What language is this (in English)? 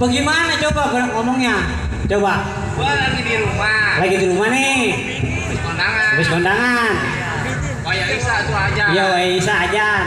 Betawi